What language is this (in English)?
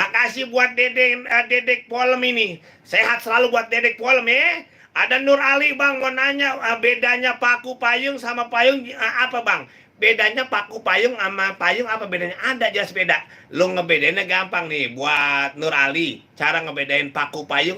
Betawi